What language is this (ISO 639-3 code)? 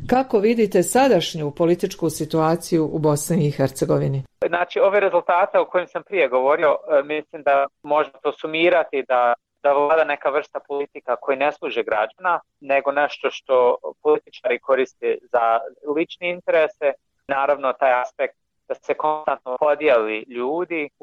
bos